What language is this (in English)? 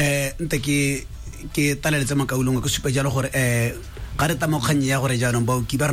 Tswana